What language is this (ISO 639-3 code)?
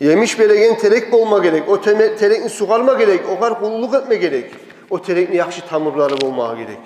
kum